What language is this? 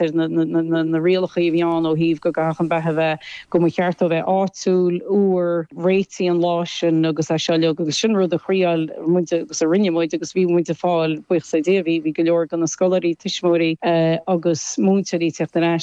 Irish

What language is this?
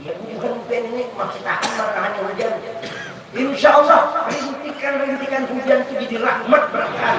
Banjar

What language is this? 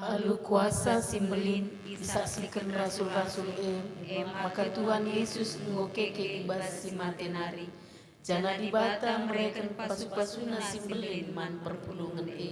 Batak Karo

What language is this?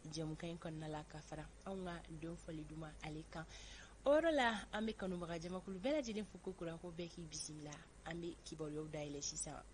Bambara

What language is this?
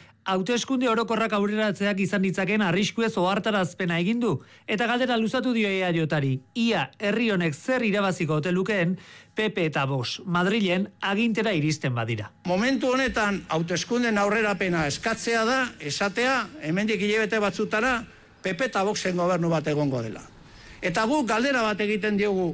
Basque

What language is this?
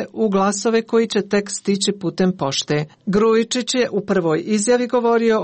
Serbian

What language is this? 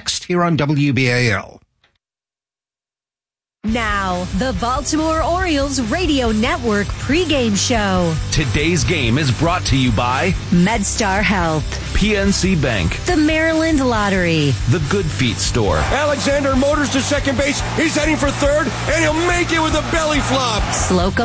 English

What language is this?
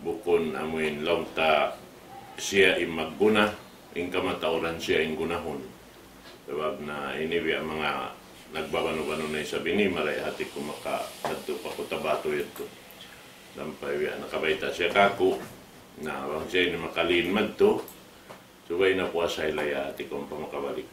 Tausug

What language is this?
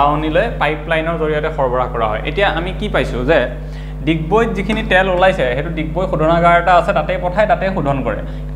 Assamese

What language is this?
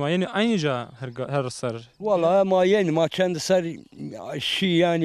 Zaza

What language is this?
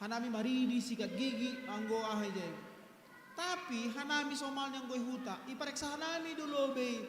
Batak Simalungun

